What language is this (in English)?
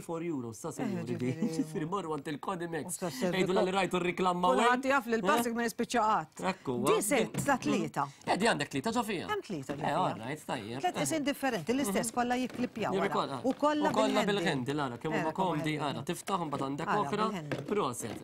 Maltese